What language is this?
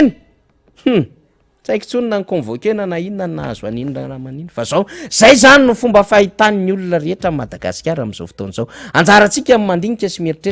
Malagasy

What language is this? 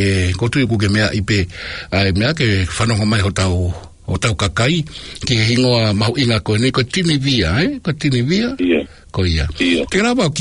Tongan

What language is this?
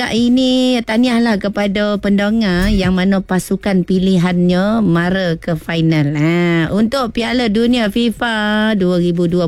Malay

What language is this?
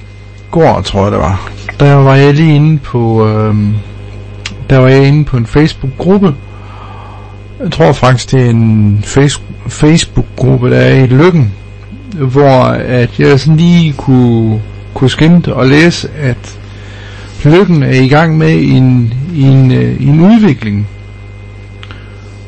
Danish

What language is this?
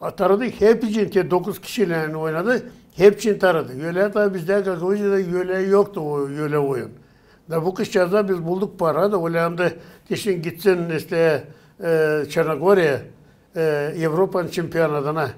Gagauz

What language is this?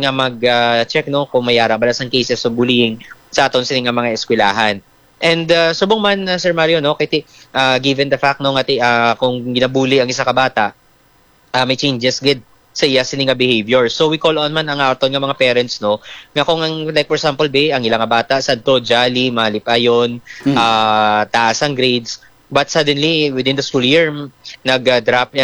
Hiligaynon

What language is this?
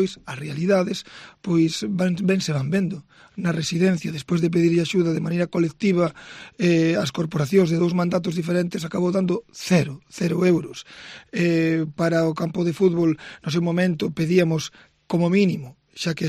Galician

